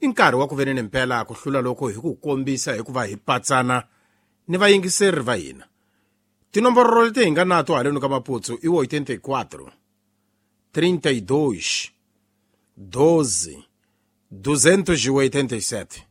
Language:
Tsonga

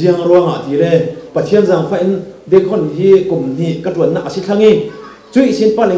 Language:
Falam Chin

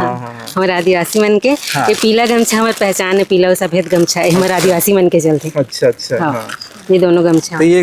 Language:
Chhattisgarhi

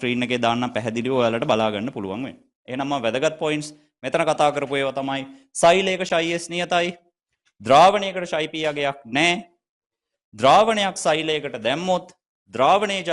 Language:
Sinhala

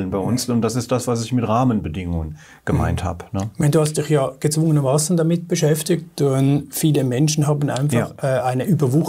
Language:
German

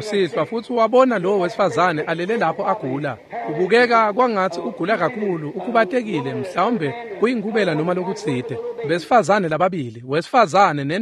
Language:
Swati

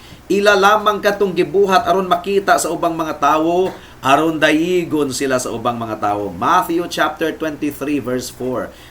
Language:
Cebuano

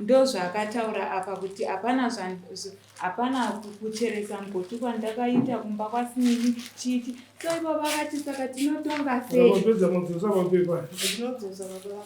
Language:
Shona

